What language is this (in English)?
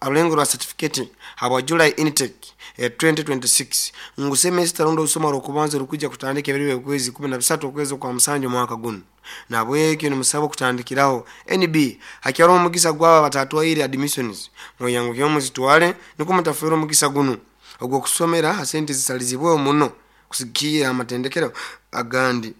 Nyoro